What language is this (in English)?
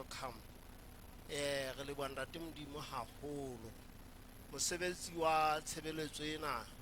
Southern Sotho